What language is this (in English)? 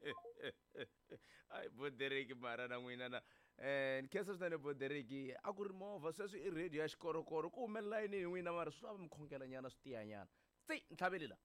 Tsonga